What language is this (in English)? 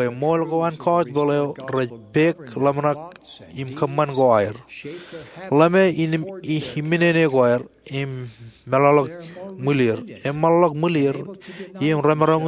Marshallese